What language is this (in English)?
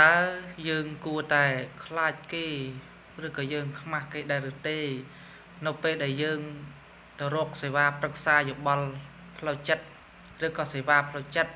Khmer